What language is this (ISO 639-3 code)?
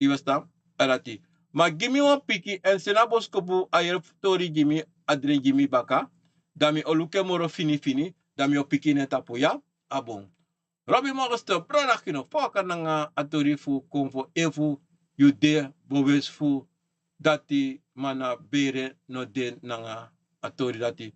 srn